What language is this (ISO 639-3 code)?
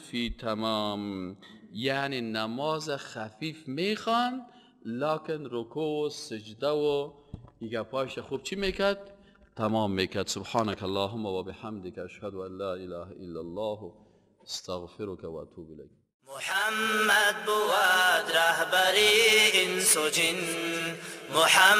fas